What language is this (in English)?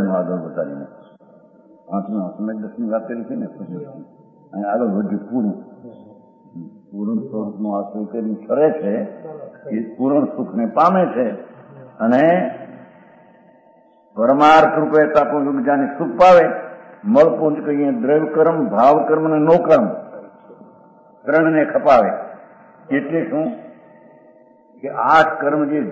Gujarati